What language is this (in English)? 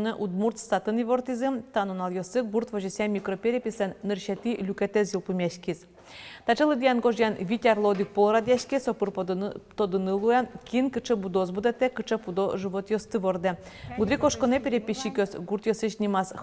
Udmurt